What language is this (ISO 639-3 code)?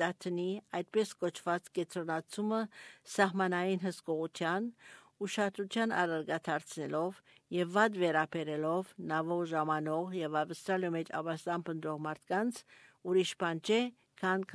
hye